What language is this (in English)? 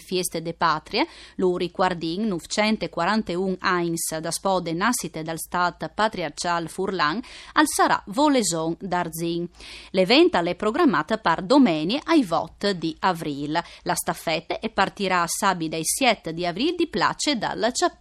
Friulian